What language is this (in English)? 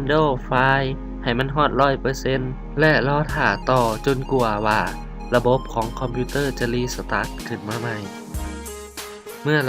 Lao